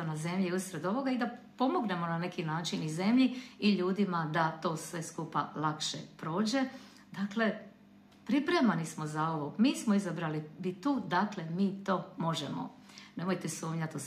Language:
Croatian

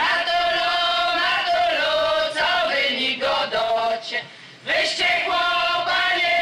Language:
Polish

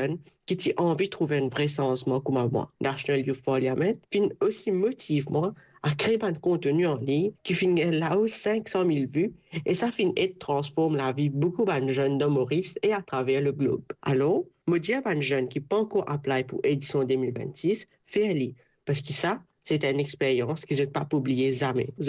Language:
Morisyen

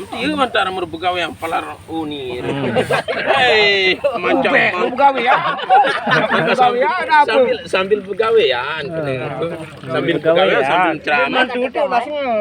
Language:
Sasak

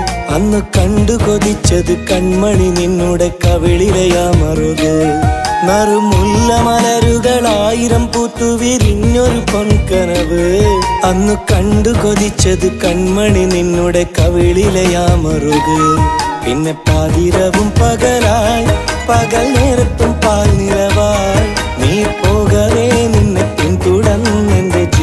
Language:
Malayalam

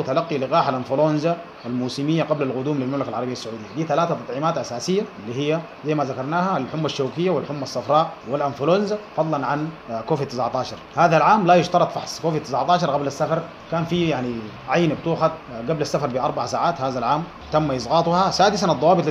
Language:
Sudanese Arabic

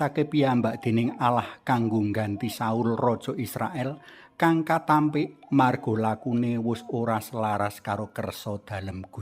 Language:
Javanese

